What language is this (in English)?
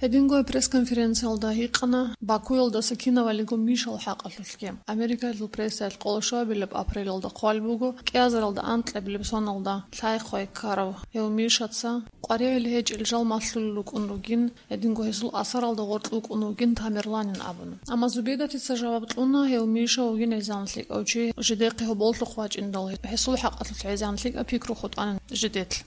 Avaric